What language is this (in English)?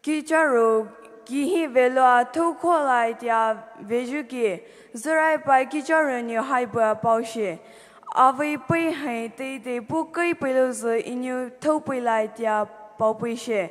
Poumei Naga